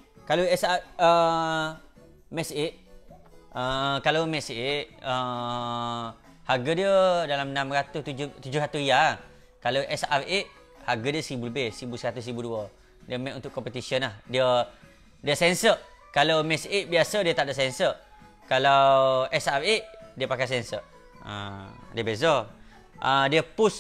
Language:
Malay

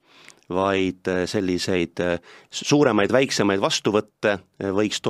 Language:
Estonian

